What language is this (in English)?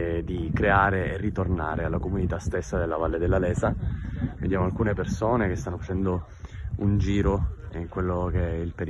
Italian